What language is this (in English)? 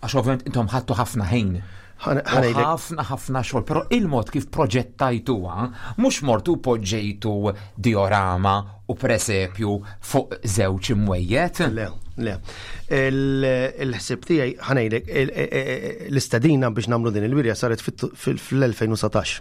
Maltese